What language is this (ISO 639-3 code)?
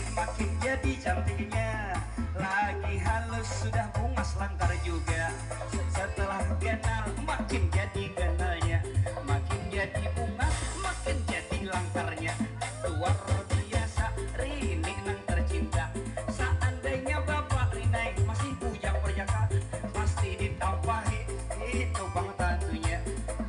bjn